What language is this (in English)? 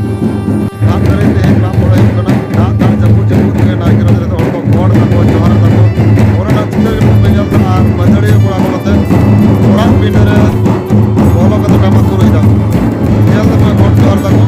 Santali